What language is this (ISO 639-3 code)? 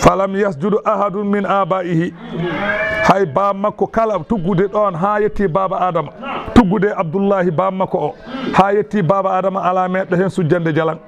ful